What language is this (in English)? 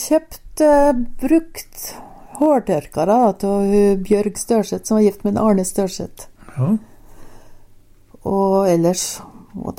Norwegian